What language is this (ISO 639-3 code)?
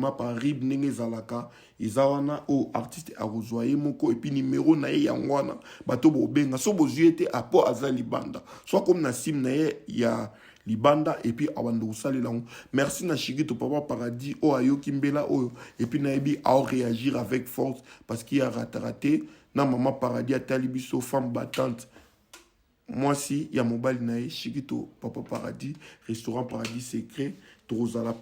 lin